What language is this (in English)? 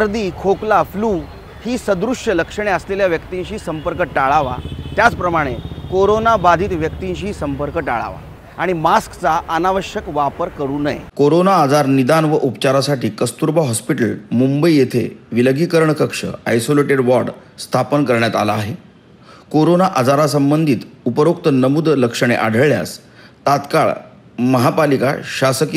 Marathi